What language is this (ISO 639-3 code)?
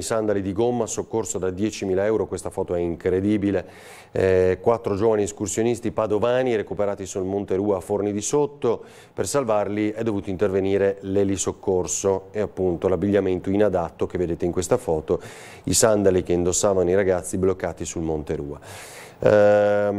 ita